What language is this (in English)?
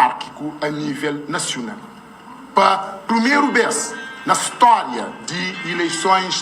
Kabuverdianu